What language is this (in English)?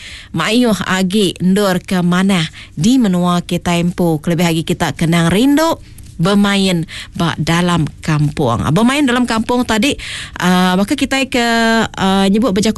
Iban